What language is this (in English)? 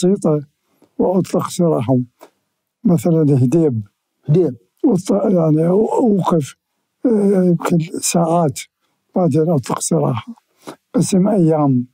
Mesopotamian Arabic